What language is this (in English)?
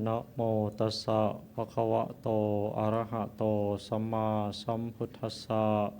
Pali